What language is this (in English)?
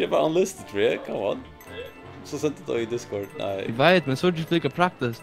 Faroese